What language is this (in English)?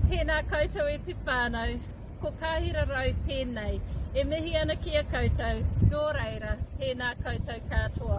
Māori